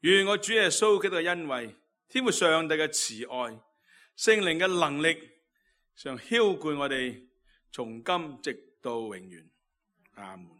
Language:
Cantonese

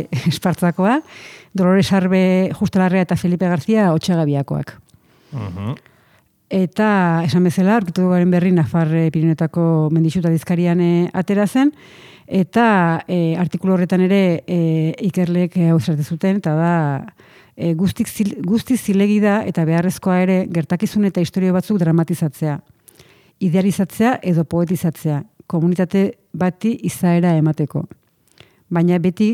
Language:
Basque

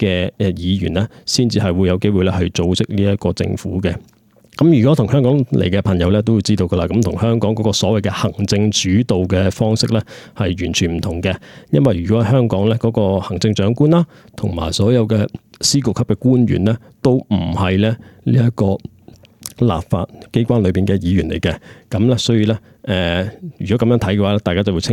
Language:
Cantonese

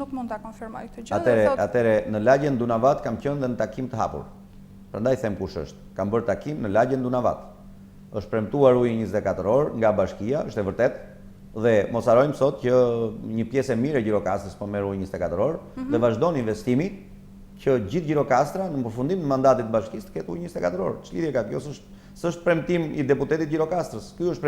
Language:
Albanian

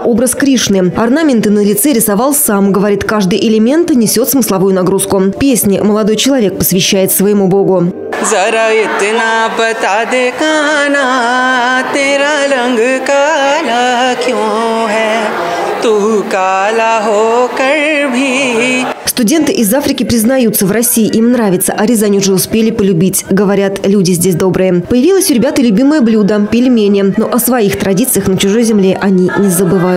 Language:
Russian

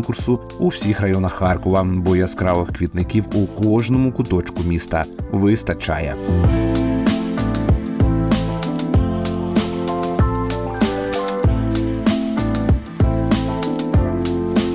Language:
Ukrainian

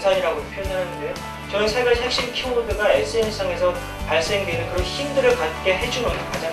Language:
Korean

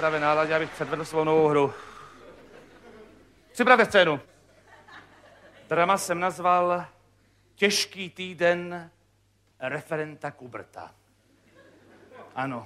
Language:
Czech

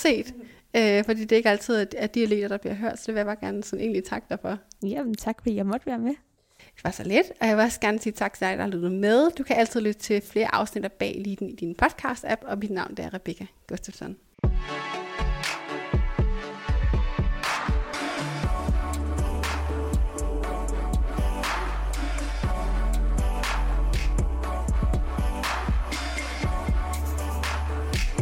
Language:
Danish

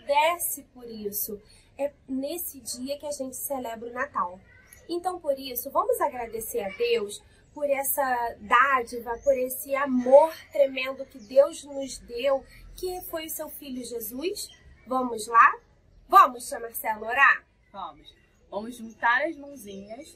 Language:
Portuguese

